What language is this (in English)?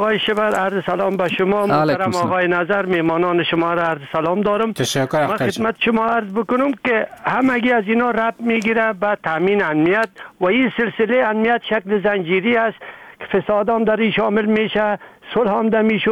Persian